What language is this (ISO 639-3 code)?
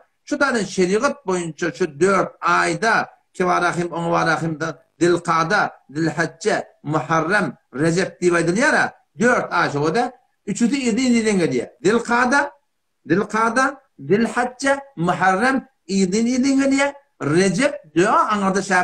tuk